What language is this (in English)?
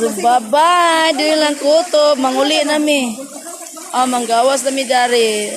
Cebuano